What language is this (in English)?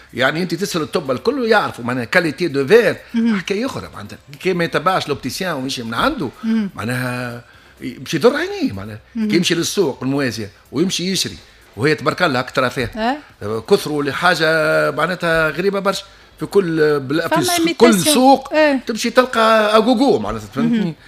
Tunisian Arabic